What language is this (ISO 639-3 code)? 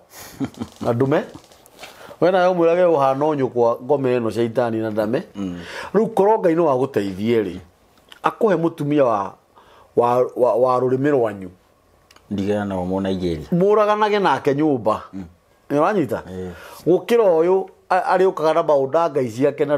kik